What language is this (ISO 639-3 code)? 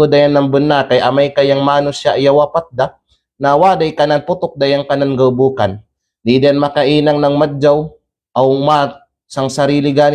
kqe